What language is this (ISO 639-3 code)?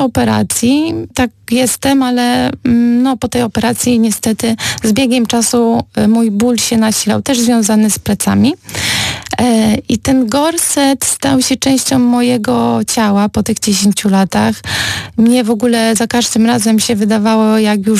pol